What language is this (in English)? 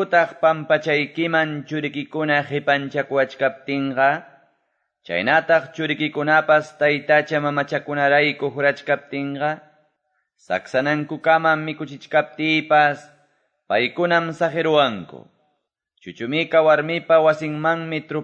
Quechua